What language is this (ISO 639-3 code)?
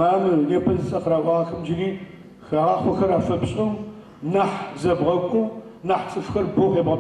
ady